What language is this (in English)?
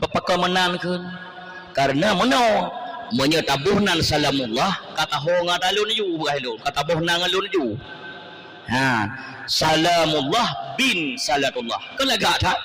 Achinese